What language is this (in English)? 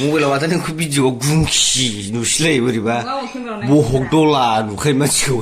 Bodo